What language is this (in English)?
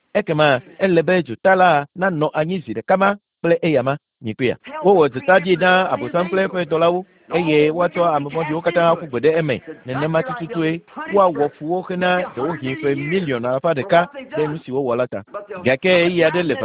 Ewe